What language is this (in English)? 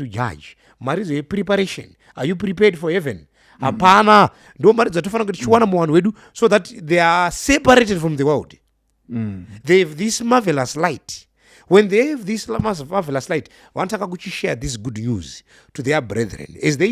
Shona